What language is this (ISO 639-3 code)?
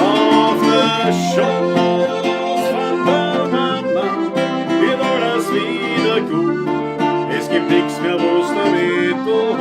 bar